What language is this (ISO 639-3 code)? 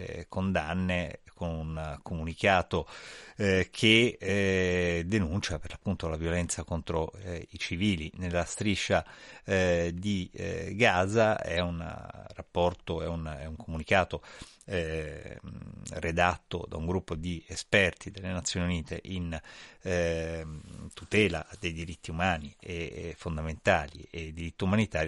ita